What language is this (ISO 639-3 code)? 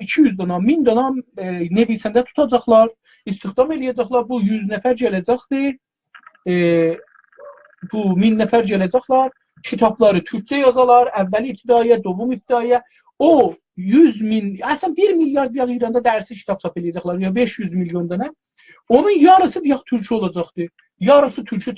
azb